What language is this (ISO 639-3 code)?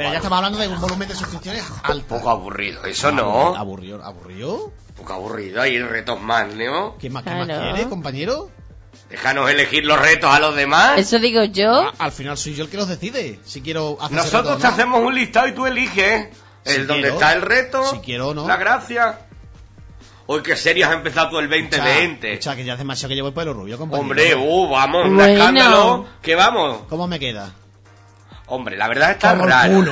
spa